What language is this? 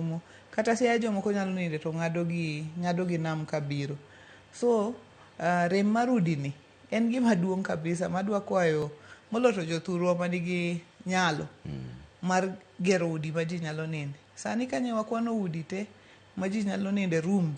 Luo (Kenya and Tanzania)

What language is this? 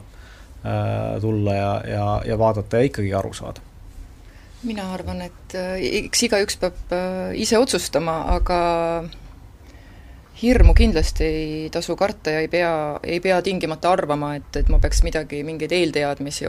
Estonian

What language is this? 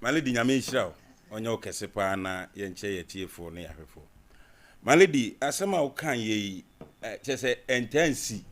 Akan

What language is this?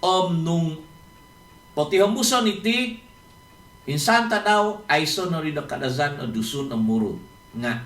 Central Dusun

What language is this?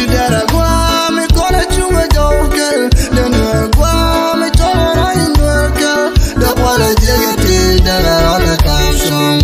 Nuer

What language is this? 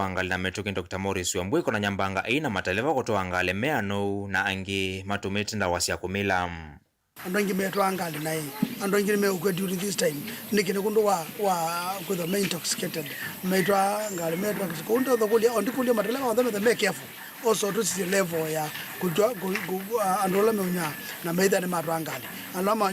Kamba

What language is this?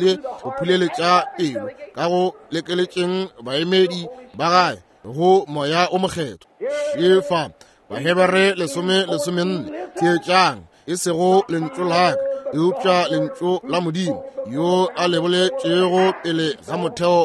Northern Sotho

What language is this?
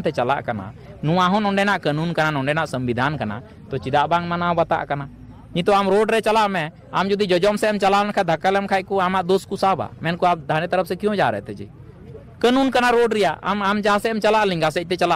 Santali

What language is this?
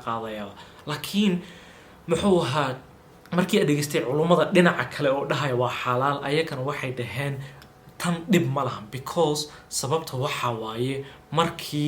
Somali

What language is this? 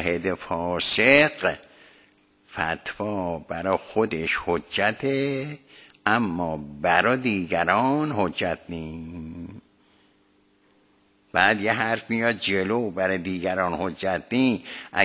Persian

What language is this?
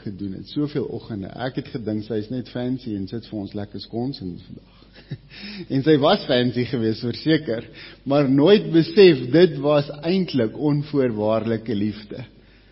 Afrikaans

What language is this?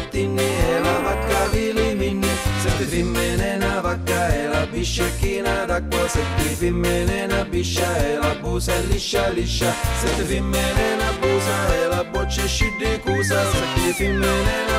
Sicilian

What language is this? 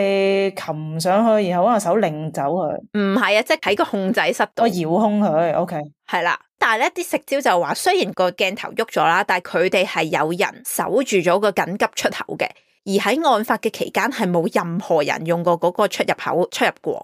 Cantonese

